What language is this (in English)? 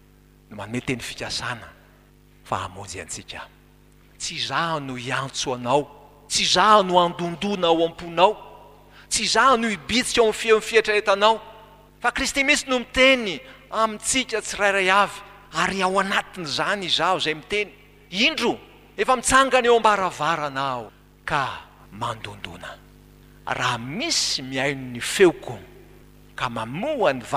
Malagasy